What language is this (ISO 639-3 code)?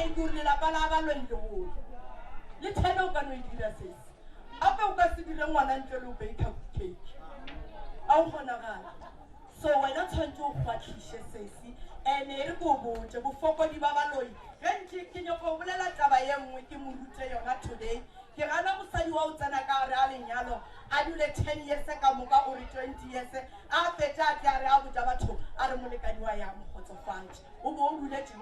nso